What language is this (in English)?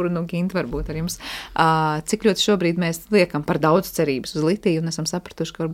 Latvian